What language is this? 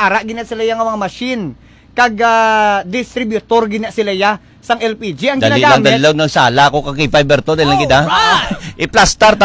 Hiligaynon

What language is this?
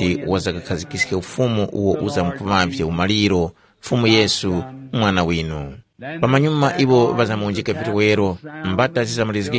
Tumbuka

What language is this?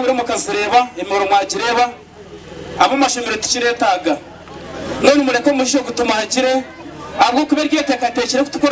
Nyankole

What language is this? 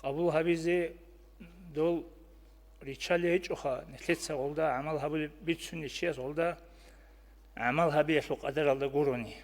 Avaric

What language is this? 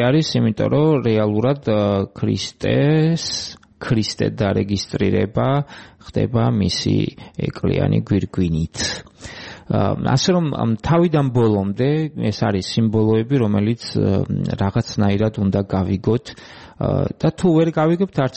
Georgian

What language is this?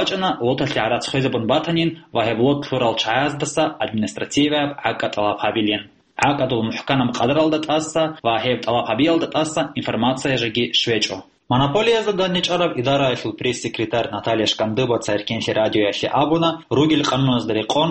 Avaric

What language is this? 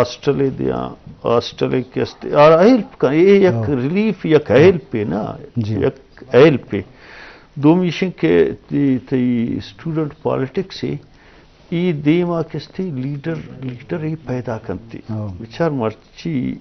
Eastern Balochi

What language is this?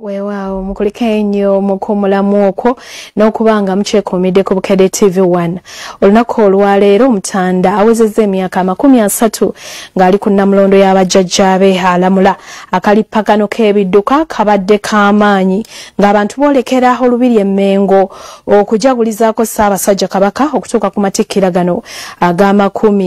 Ganda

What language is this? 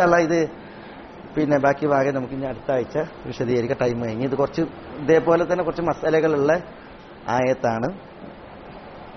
Malayalam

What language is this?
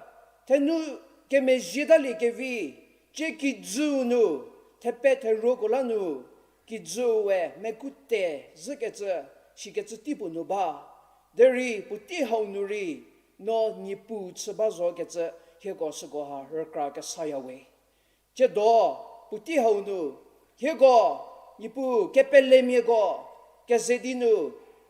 Angami Naga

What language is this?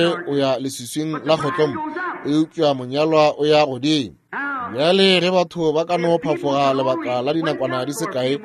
Northern Sotho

